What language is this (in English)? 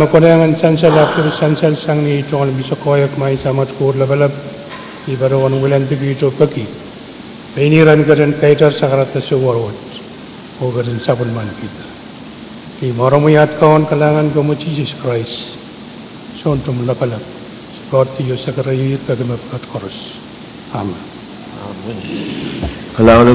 Pohnpeian